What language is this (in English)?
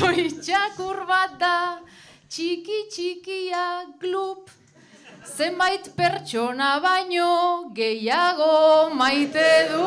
Basque